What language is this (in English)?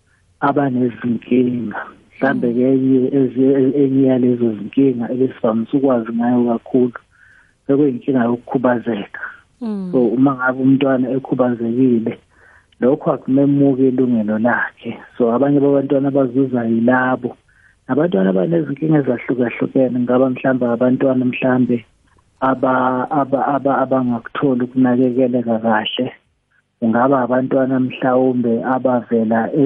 South Ndebele